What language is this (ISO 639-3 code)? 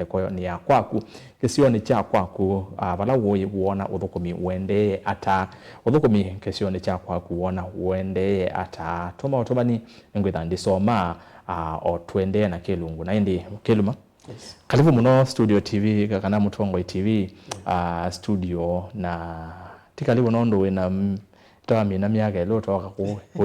kam